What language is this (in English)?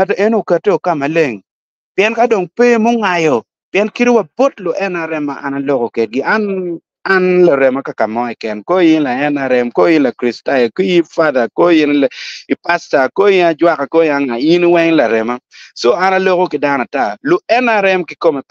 Acoli